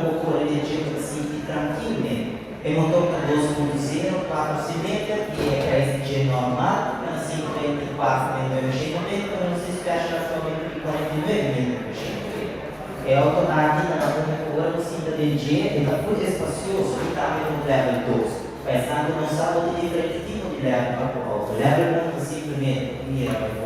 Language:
Papiamento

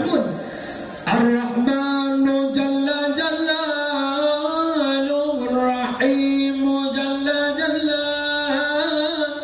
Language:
Achinese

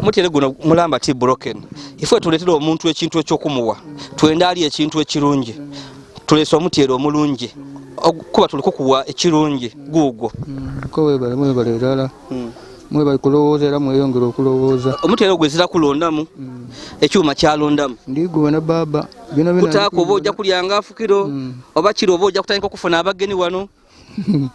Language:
Ganda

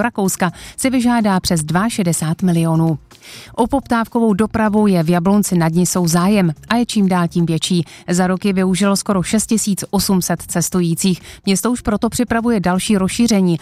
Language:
Czech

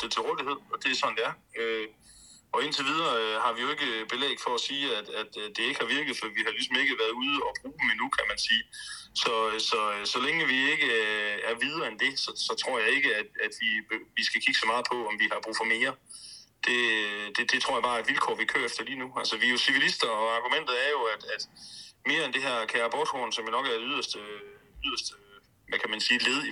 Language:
Danish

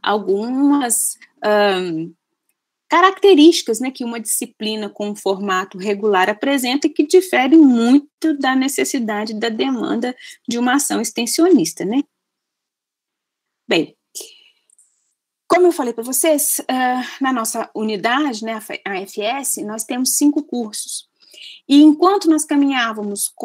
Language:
Portuguese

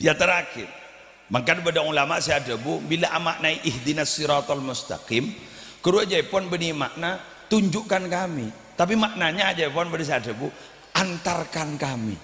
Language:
Madurese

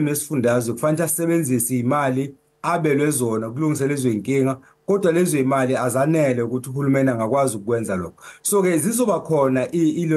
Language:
Zulu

